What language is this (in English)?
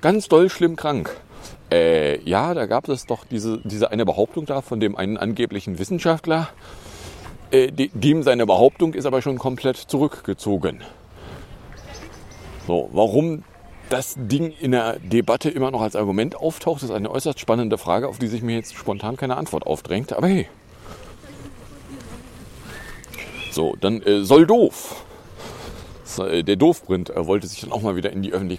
German